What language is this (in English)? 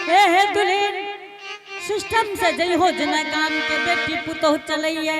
Angika